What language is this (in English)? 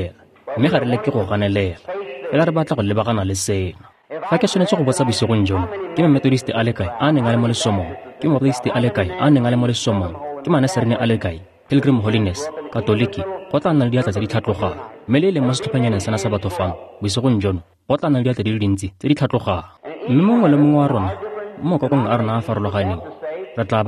Tswana